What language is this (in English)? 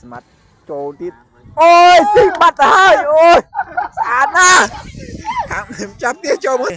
Khmer